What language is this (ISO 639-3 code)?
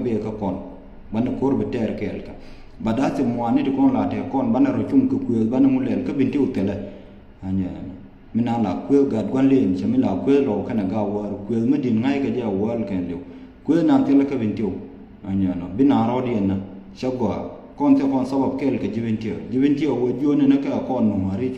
nus